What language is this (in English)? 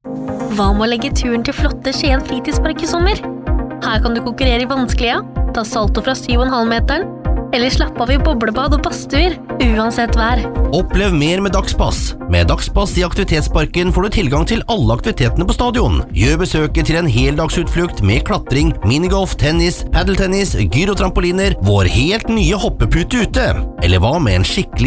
Norwegian